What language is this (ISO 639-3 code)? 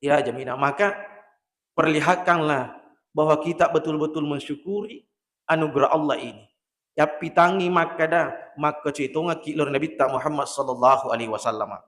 bug